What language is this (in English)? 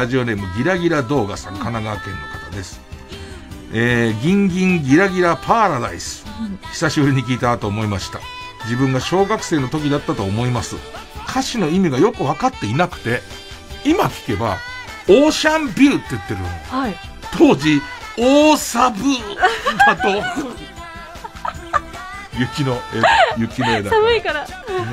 Japanese